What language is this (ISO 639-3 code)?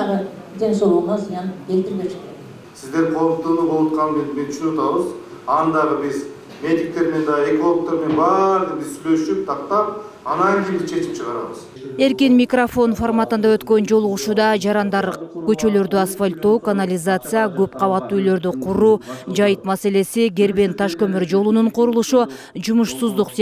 kir